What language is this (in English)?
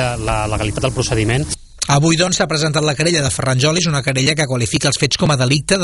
Catalan